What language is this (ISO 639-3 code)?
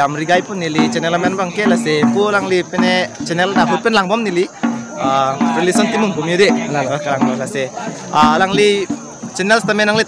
mjw